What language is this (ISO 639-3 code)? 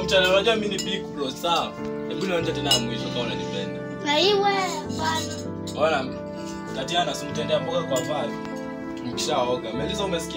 swa